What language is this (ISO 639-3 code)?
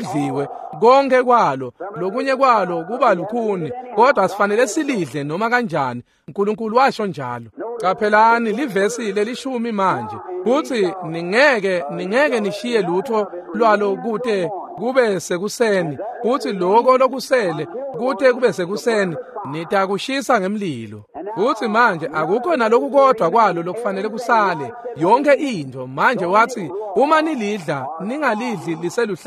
ssw